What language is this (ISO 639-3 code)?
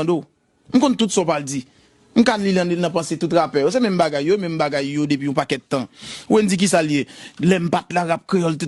hat